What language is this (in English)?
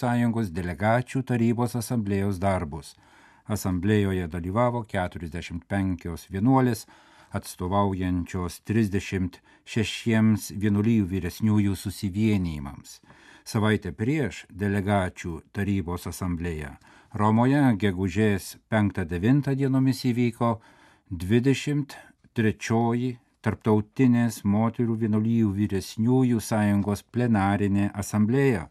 Lithuanian